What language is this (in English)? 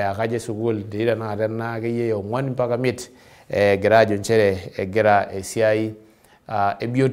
Masai